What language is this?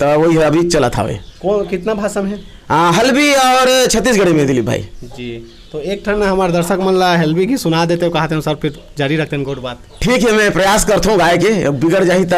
Chhattisgarhi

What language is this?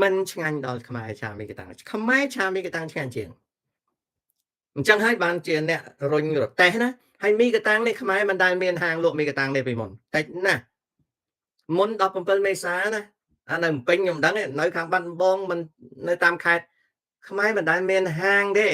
Khmer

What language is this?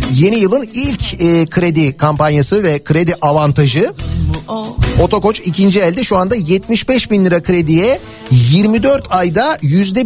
Turkish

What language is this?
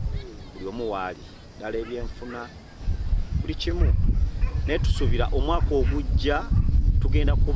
Ganda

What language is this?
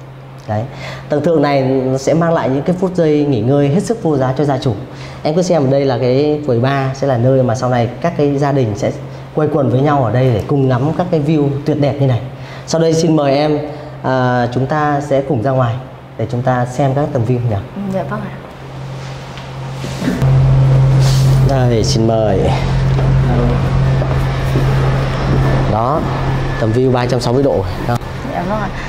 Vietnamese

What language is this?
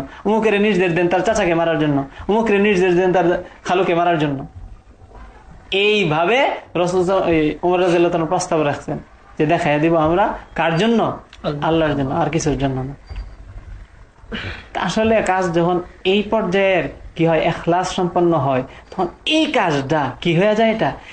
Bangla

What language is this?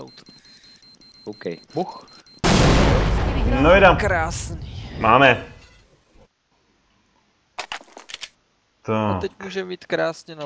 Czech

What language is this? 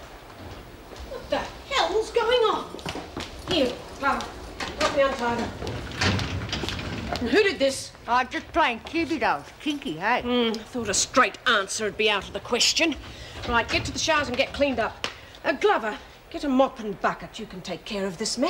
English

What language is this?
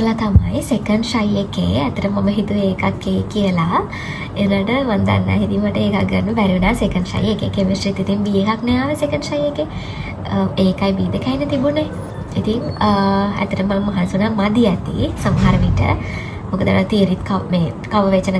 Sinhala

